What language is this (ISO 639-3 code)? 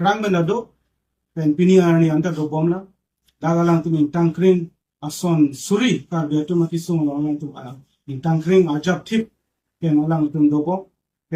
mjw